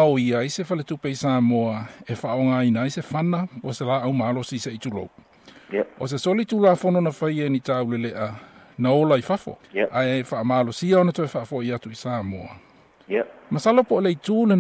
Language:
Samoan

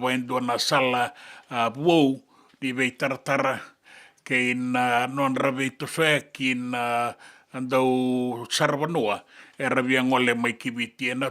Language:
Fijian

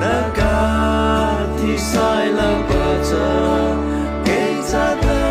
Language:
Mara Chin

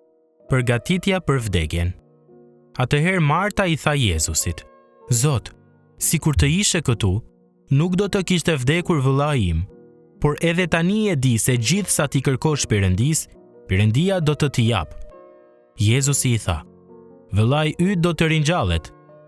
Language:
Albanian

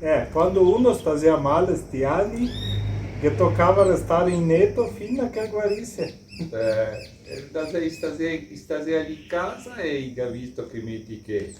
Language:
Venetian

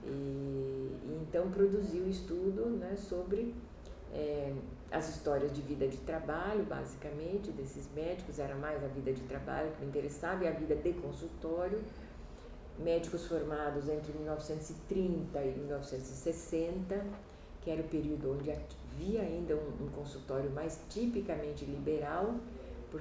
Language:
Portuguese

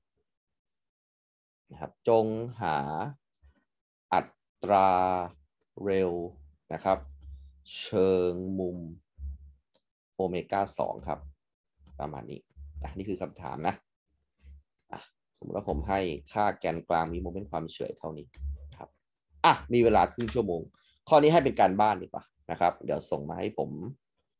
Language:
Thai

